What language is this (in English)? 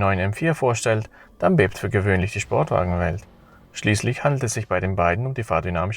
Swiss German